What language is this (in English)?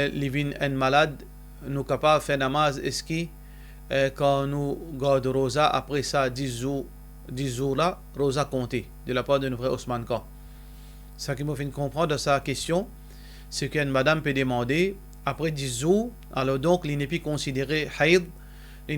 Morisyen